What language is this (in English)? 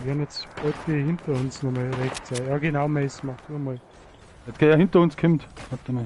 Bavarian